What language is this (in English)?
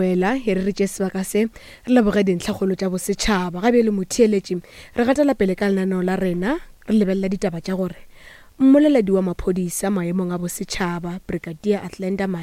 Northern Sotho